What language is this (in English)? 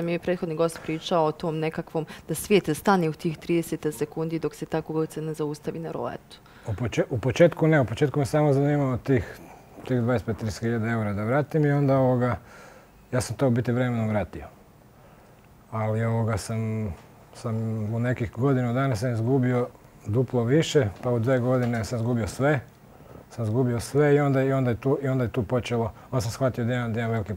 Bosnian